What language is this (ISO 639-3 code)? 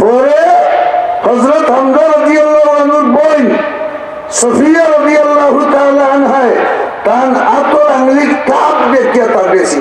syl